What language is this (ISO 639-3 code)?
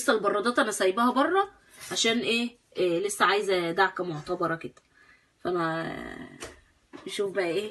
arz